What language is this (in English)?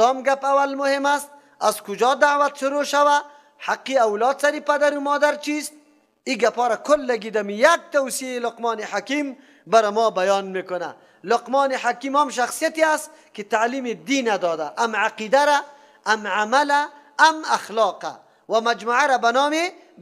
Persian